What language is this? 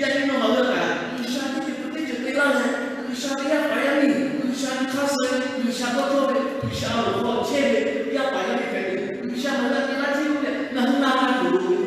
Lahu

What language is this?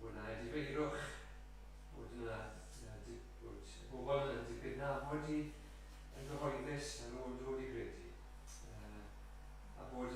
Welsh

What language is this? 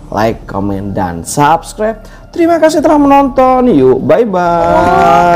Indonesian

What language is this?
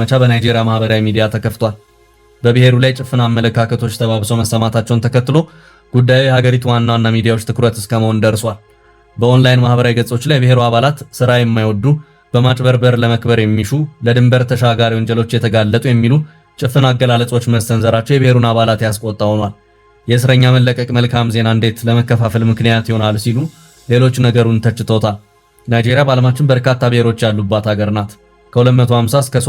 Amharic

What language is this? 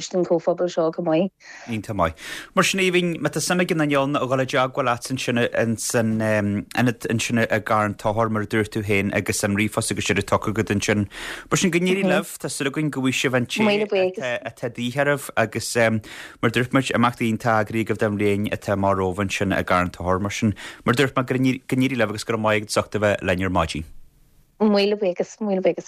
Irish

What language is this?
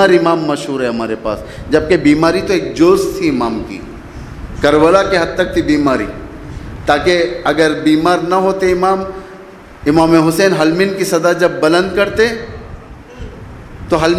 Urdu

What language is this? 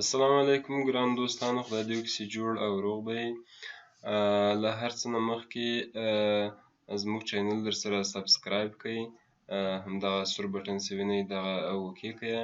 Pashto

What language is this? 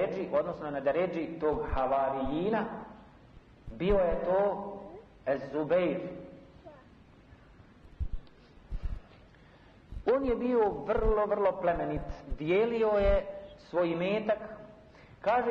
Bosnian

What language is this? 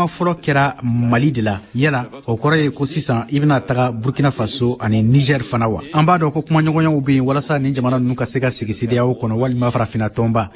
Bambara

